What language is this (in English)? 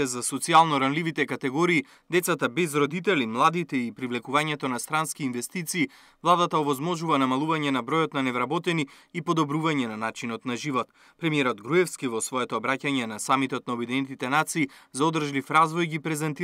Macedonian